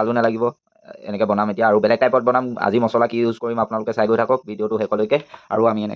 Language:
Assamese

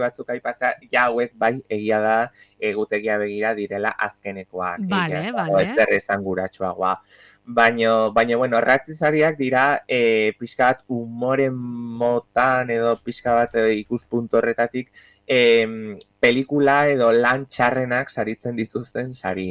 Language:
Basque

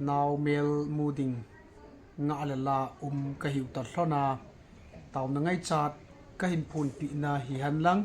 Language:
Thado Chin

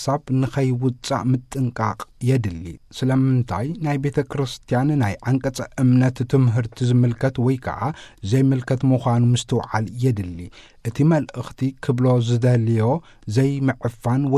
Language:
Tigrinya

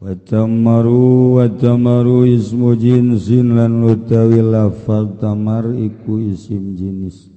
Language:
Sundanese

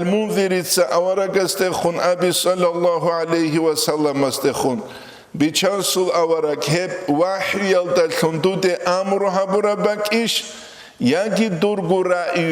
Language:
Avaric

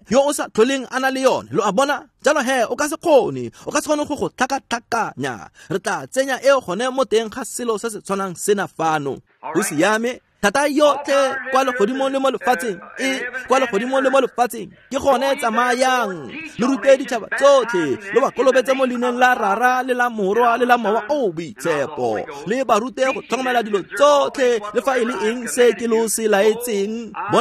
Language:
Tswana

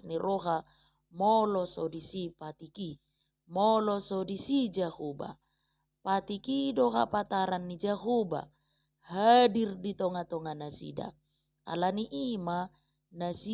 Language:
Batak Toba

